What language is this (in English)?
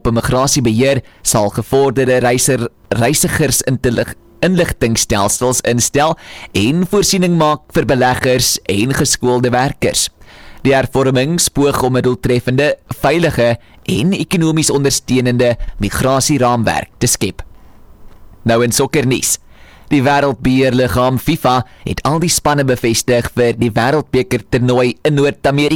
Afrikaans